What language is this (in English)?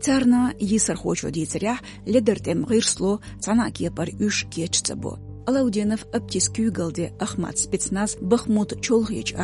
Chechen